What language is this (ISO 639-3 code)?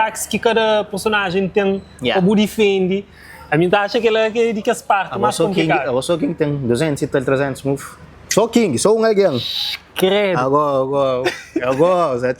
kea